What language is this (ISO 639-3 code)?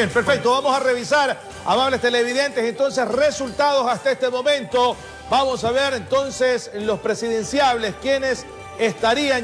spa